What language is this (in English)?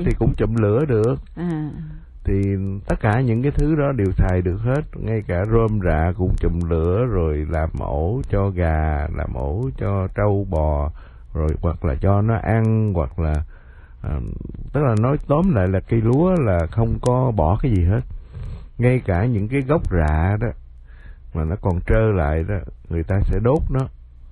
Vietnamese